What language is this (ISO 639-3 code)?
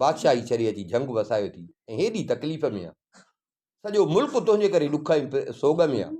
snd